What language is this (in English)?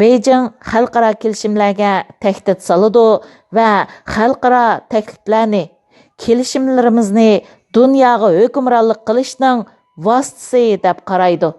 Uyghur